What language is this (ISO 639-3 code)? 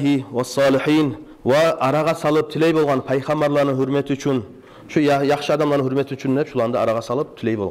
kum